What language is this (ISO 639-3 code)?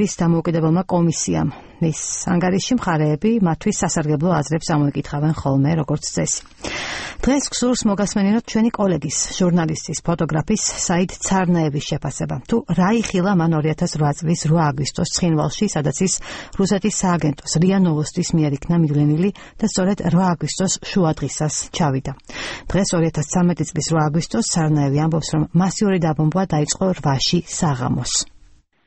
kat